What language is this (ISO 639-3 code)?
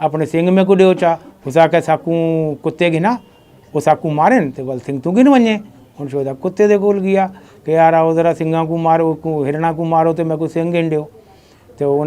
skr